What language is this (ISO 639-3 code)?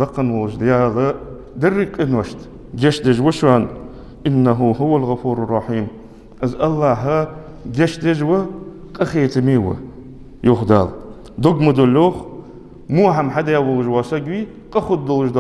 inh